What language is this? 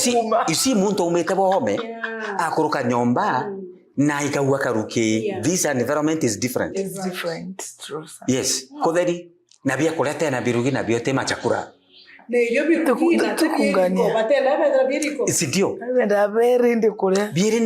Meru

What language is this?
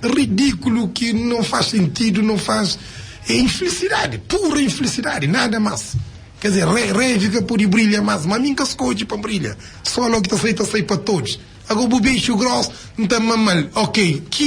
Kabuverdianu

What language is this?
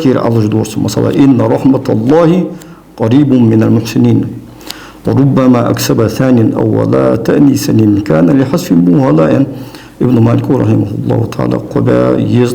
Ingush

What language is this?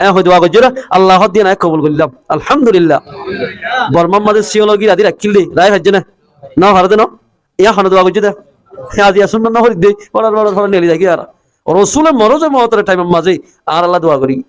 Rohingya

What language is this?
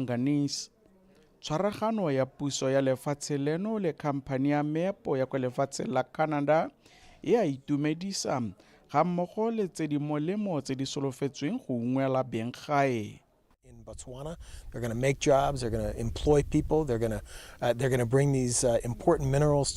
Tswana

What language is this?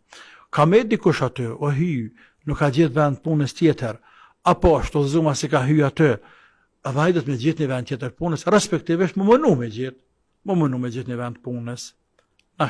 Albanian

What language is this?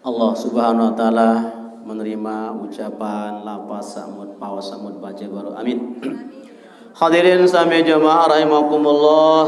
Sasak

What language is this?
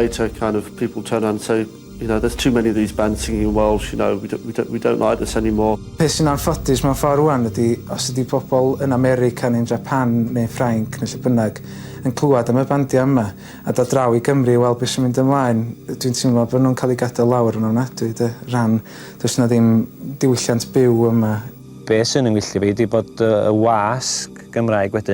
Welsh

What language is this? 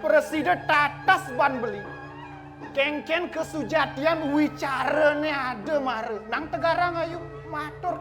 Balinese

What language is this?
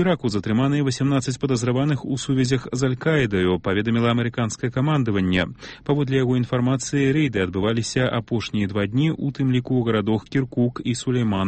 Belarusian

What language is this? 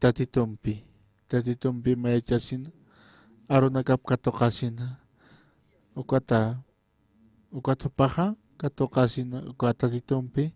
Aymara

